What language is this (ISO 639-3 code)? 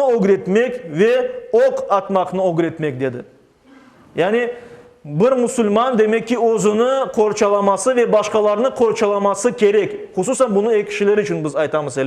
crh